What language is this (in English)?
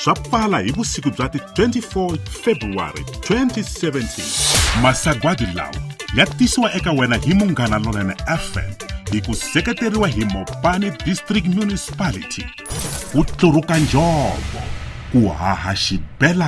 Tsonga